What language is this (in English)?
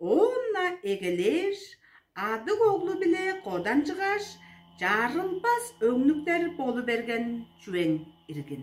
Tuvinian